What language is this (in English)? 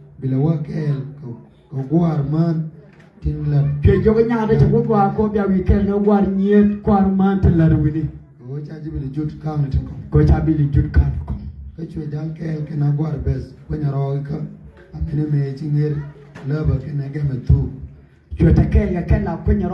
Nuer